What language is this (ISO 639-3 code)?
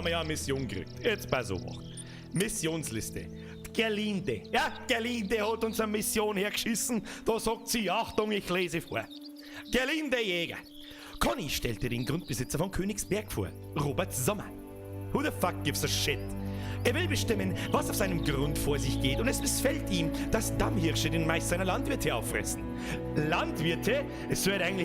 bar